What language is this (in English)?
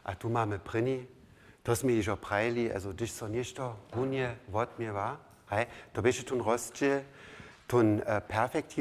Upper Sorbian